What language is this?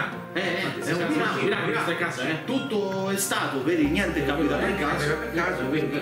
Italian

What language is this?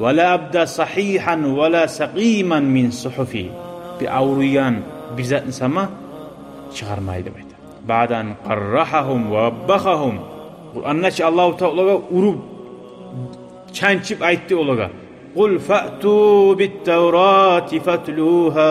Kumyk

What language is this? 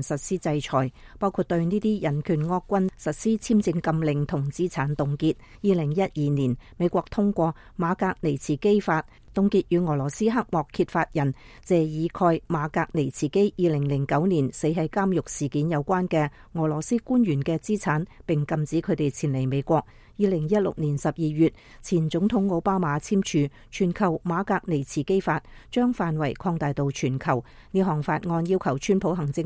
Cantonese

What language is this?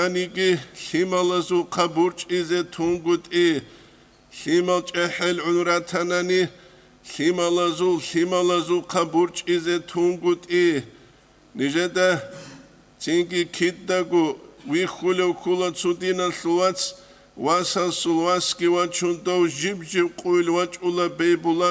Avaric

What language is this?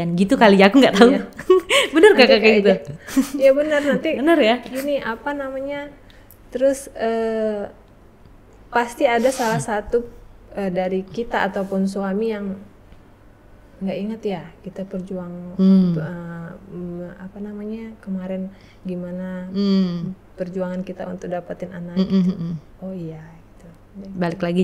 Indonesian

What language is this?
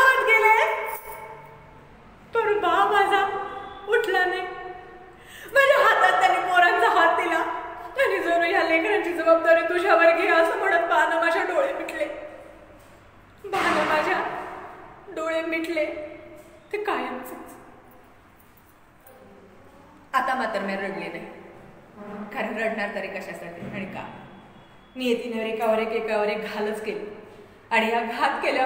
Marathi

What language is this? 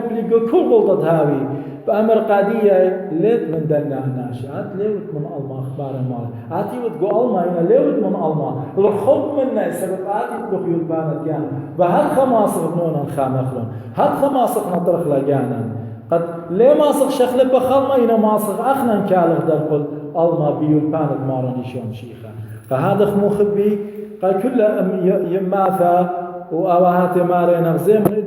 Assyrian Neo-Aramaic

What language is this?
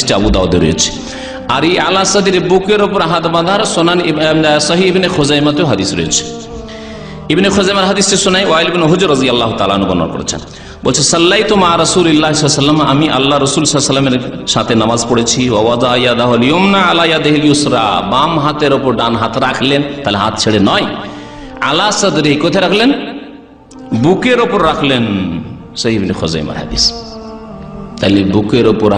Bangla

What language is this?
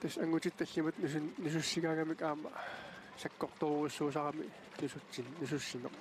Kalaallisut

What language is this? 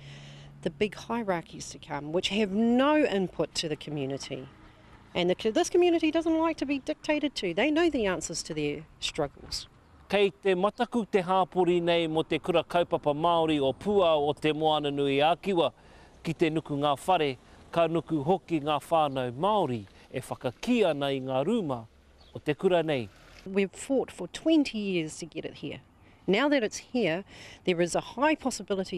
Māori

